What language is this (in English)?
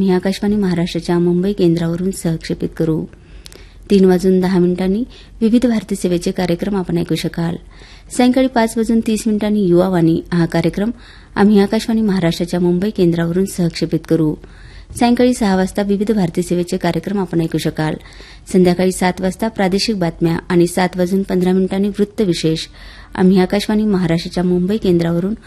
Marathi